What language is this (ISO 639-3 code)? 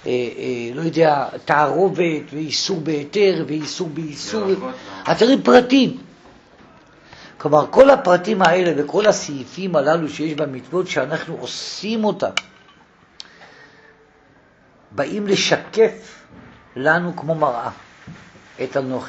heb